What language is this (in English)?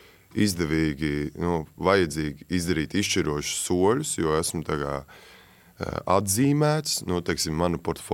Latvian